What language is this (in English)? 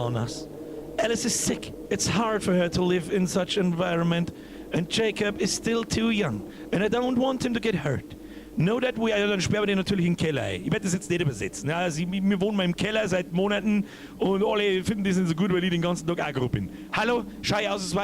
Bavarian